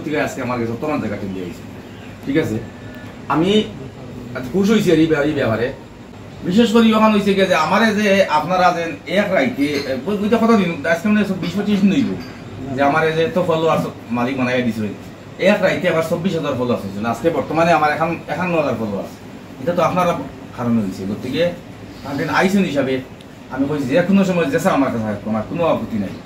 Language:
Sylheti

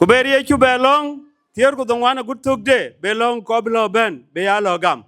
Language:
Dinka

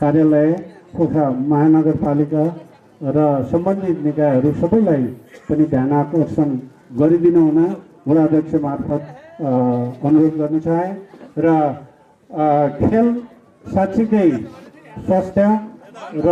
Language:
Nepali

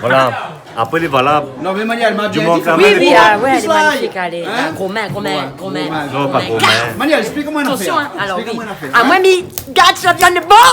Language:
Réunion Creole French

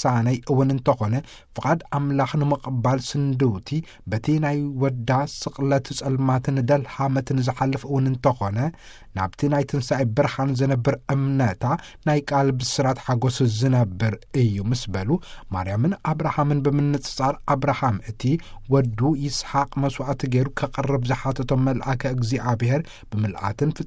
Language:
Tigrinya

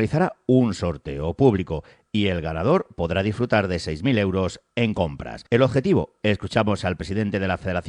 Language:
Spanish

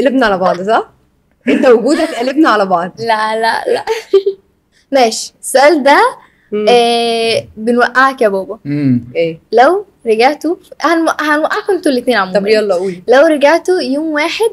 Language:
Egyptian Arabic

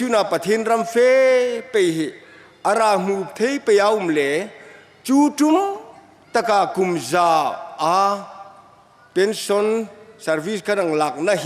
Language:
Hmar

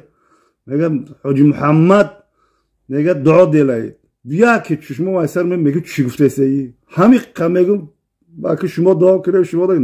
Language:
Tajik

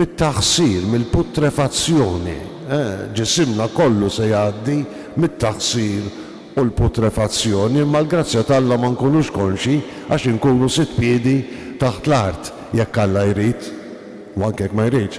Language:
Maltese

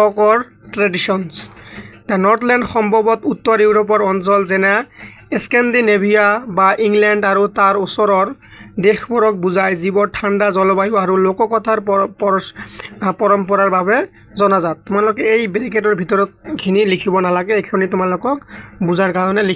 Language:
Assamese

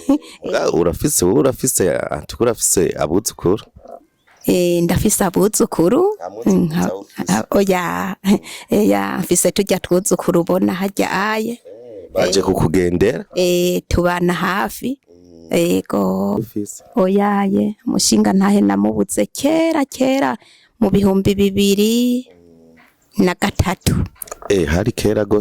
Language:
Rundi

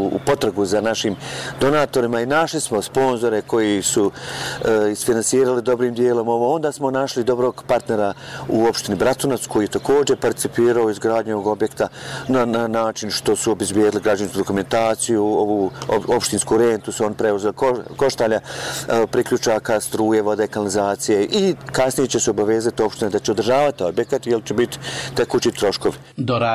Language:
Bosnian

